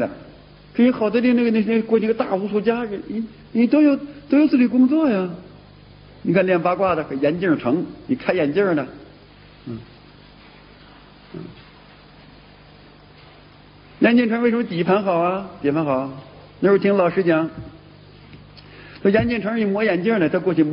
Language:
Chinese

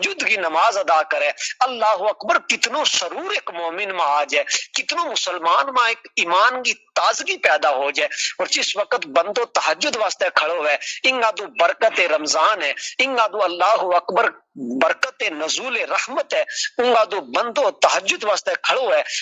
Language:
Gujari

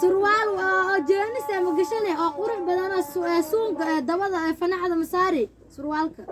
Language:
Somali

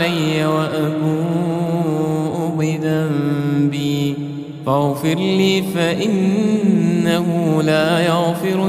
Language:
Arabic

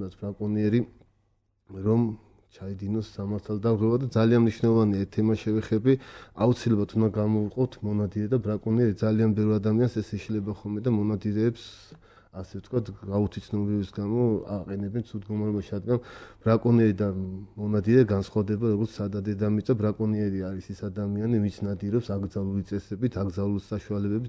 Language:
Georgian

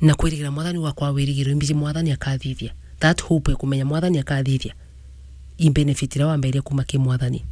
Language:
Meru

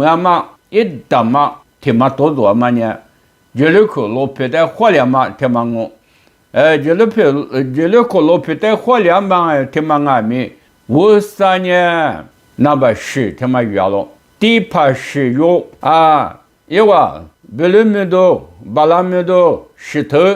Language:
Lisu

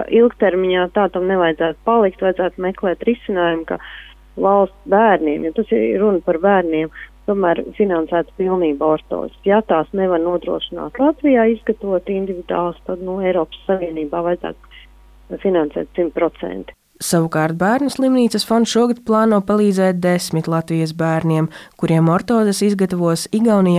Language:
Latvian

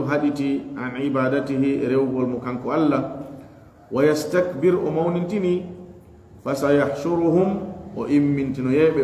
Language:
Fula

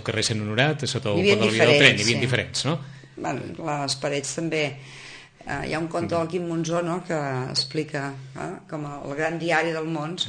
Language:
Catalan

